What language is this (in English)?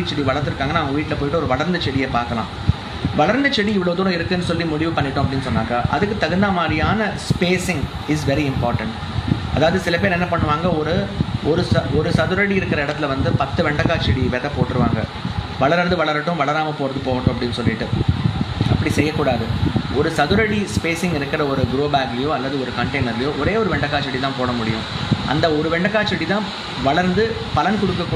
Tamil